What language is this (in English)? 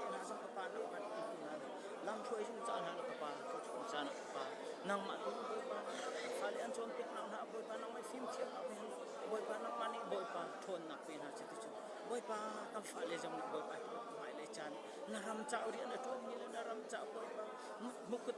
Hakha Chin